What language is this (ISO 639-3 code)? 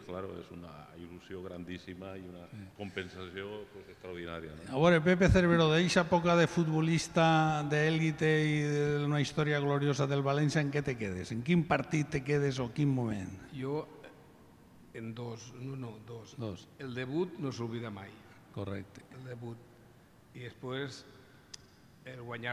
cat